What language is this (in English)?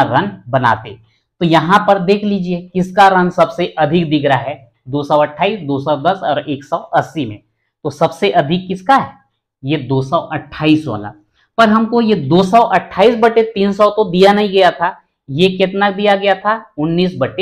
Hindi